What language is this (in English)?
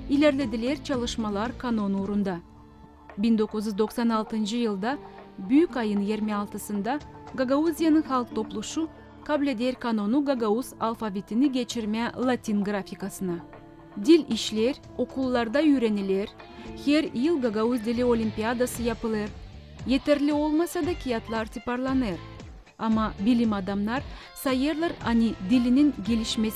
Gagauz